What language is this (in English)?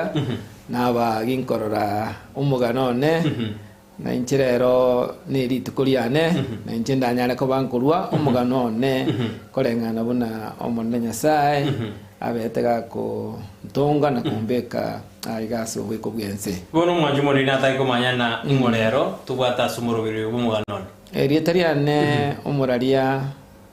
Gusii